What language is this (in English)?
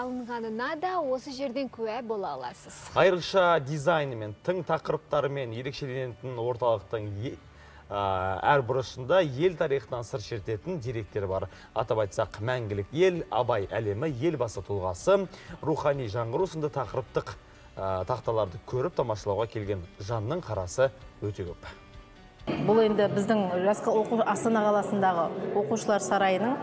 Kazakh